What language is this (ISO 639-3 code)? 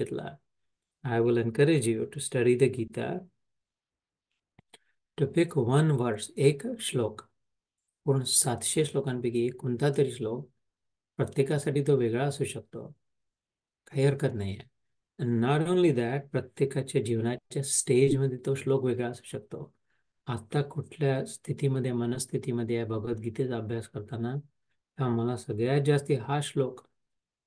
mar